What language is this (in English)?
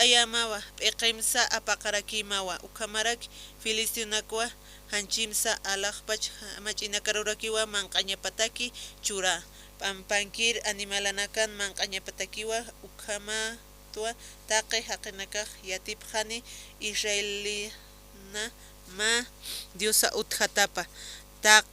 Aymara